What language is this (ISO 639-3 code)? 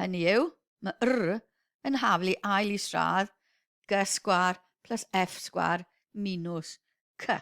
cym